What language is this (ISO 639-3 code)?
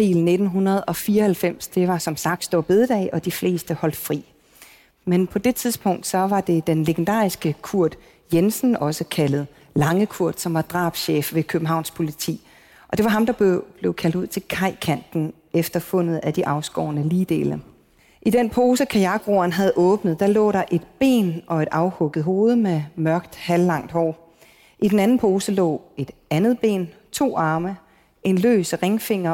dan